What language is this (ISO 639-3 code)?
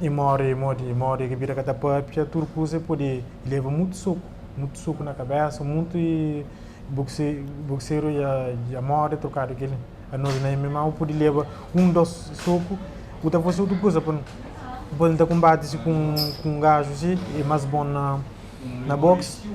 kea